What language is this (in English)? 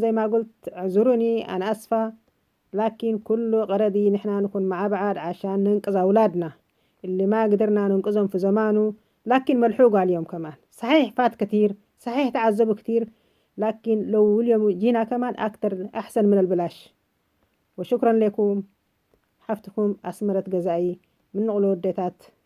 North Levantine Arabic